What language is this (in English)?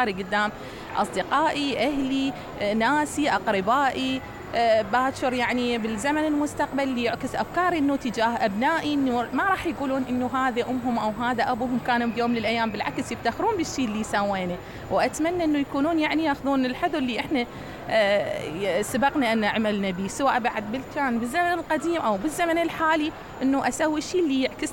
Mesopotamian Arabic